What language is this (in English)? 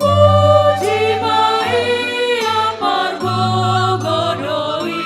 Batak Simalungun